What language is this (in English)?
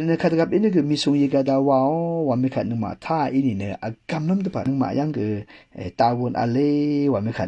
Rawang